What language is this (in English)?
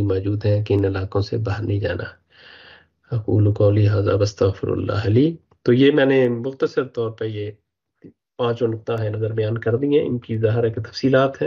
Urdu